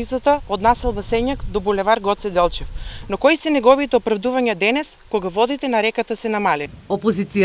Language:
Macedonian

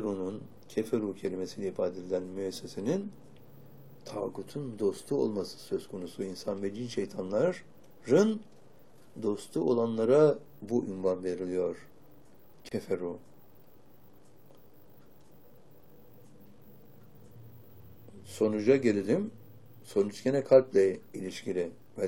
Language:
Turkish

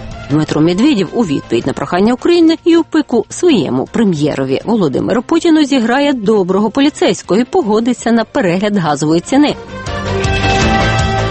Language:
Ukrainian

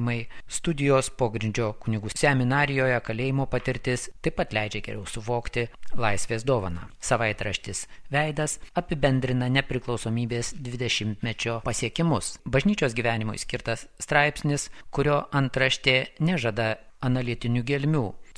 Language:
Lithuanian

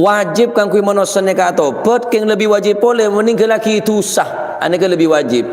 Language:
Madurese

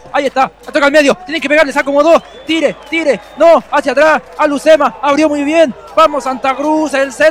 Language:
Spanish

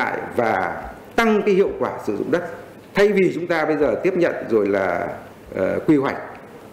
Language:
Vietnamese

